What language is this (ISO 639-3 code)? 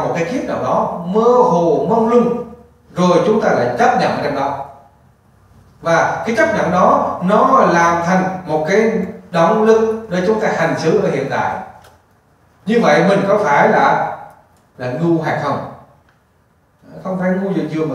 vie